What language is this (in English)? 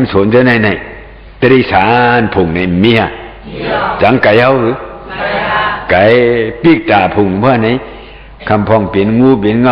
Shan